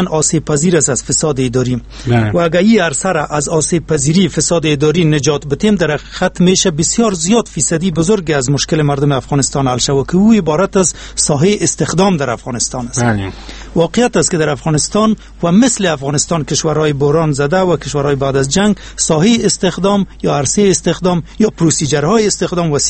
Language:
Persian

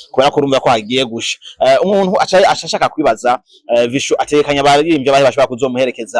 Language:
Rundi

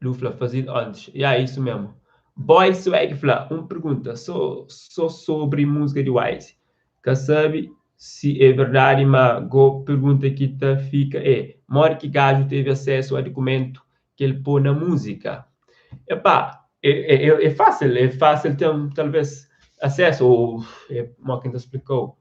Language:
Kabuverdianu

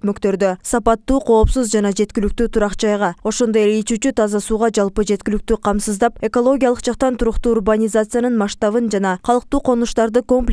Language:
Kyrgyz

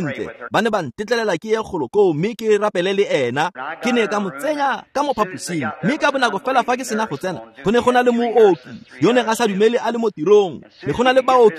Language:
Tswana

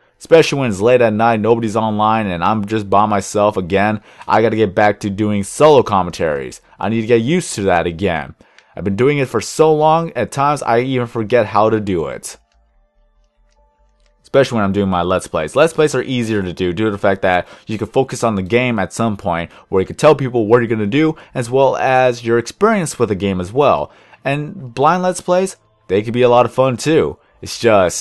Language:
English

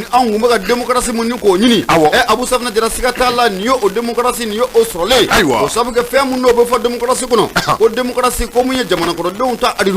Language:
Bambara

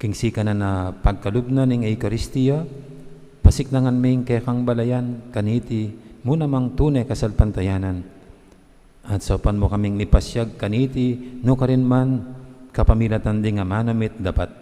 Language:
Pampanga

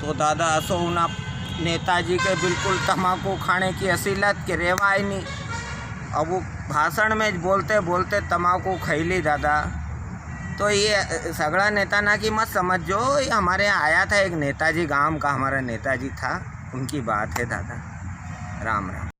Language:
Rajasthani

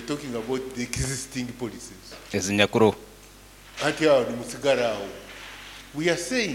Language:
Nyankole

